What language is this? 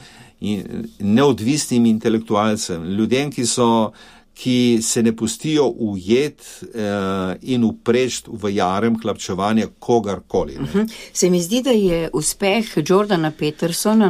Slovenian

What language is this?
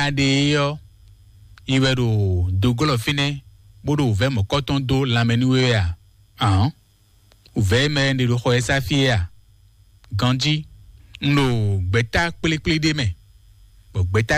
Fon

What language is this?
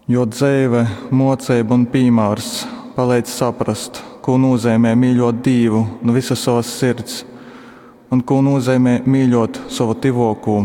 Latgalian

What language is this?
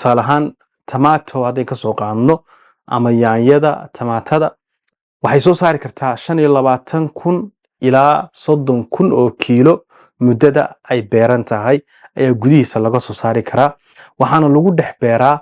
Somali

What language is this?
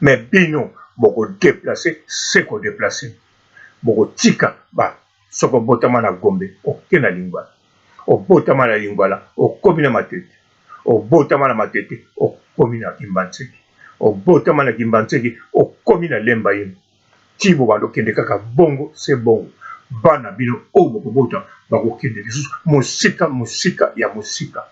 Lingala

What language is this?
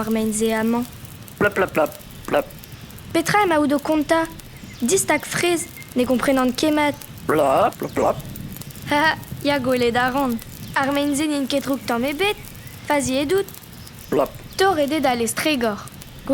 Breton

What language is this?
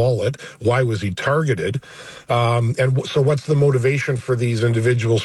English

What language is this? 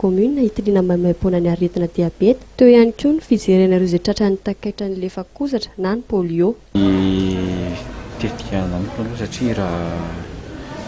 Malagasy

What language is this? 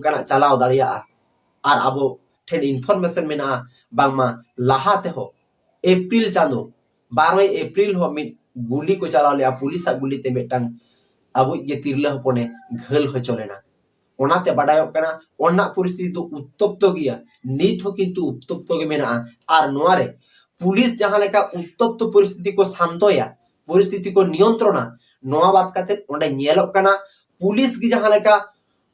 Santali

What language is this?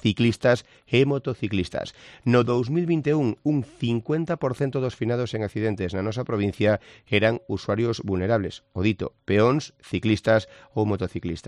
Galician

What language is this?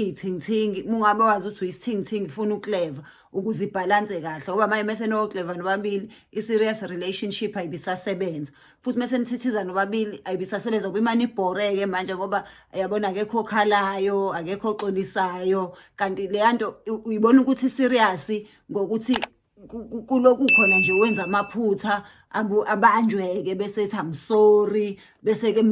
Zulu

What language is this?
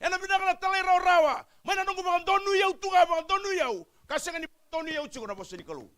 Fijian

